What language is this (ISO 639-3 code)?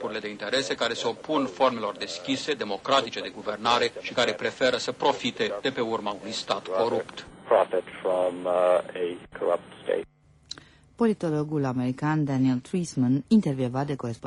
ron